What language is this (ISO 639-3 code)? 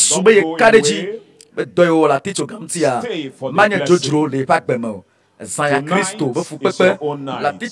ewe